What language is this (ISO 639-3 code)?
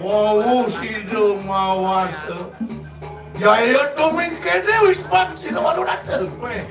ban